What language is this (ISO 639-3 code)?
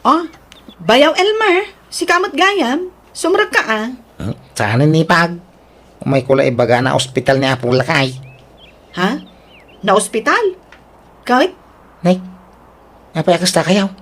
ilo